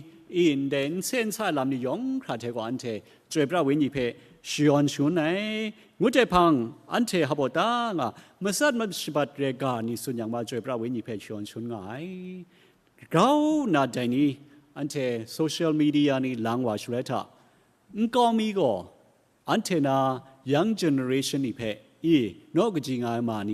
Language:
Kachin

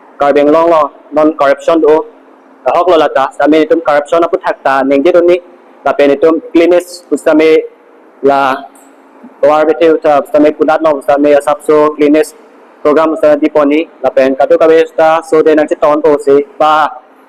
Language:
Karbi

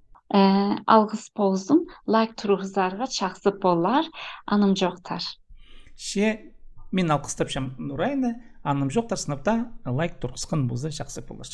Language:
Khakas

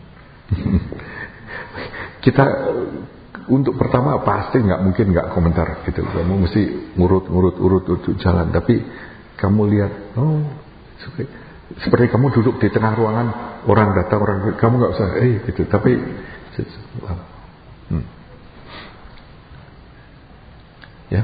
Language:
Indonesian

